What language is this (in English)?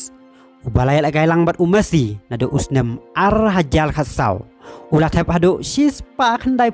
Khasi